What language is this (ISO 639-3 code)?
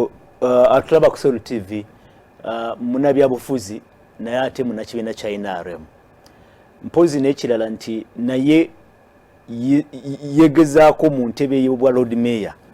lug